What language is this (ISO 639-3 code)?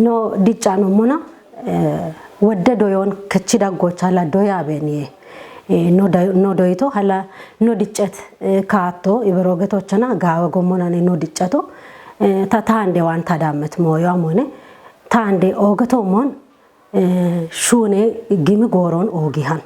kbr